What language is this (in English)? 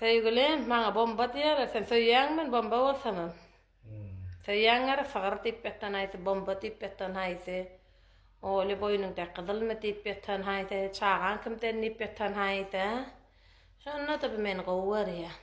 Turkmen